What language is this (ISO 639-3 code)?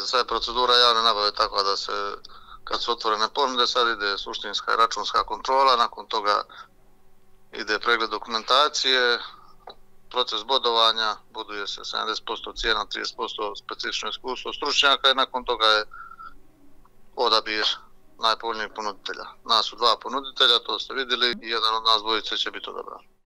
hrv